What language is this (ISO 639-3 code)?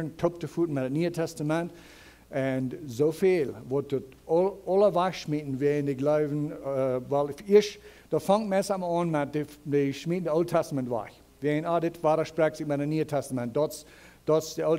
pdt